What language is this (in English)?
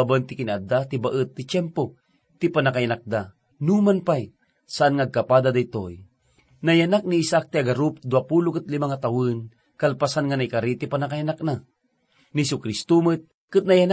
Iloko